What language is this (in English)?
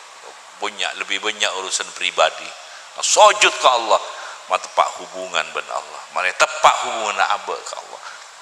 Madurese